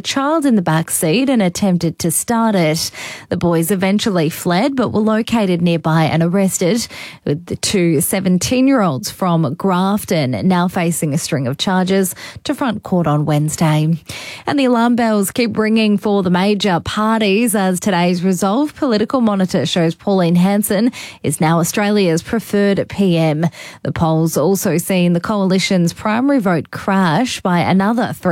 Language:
English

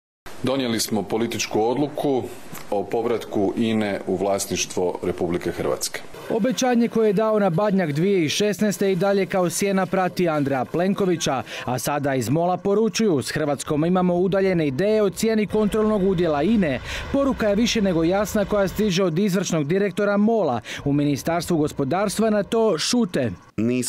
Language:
Croatian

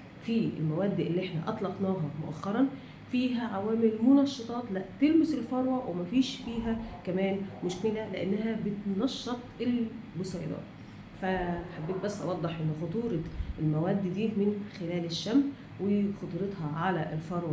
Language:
Egyptian Arabic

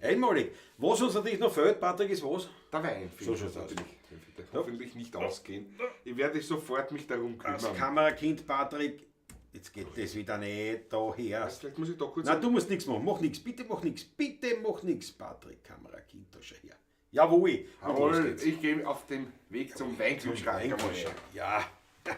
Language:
Bavarian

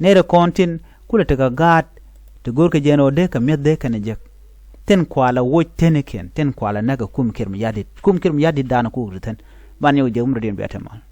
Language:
Nuer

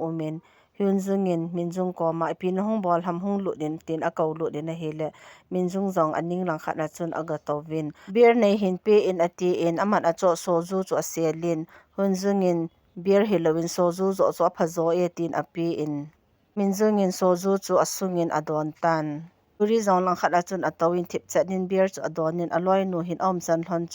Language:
Thado Chin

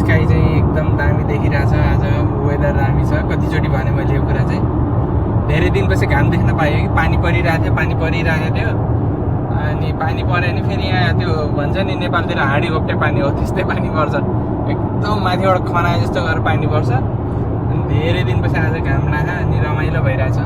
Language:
Nepali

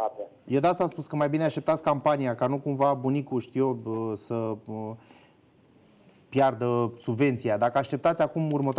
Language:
Romanian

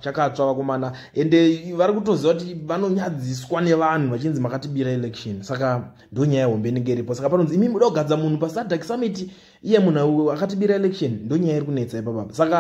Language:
Shona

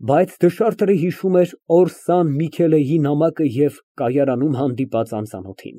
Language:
Armenian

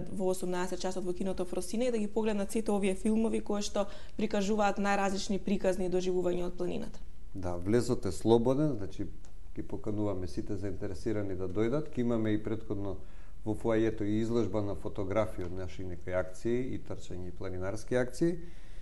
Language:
Macedonian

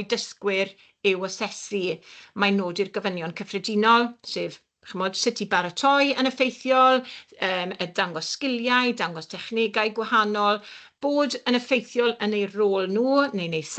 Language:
Welsh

